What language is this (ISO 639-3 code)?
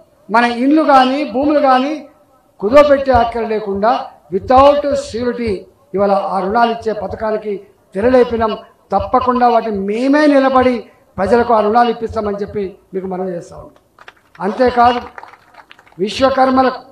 tel